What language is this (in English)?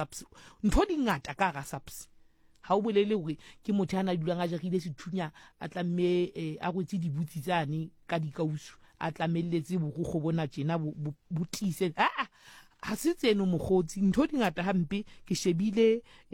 Southern Sotho